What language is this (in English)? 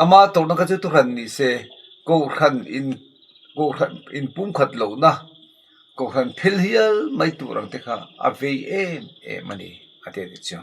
Mizo